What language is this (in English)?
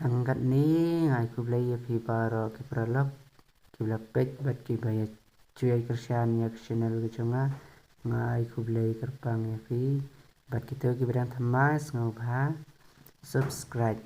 Khasi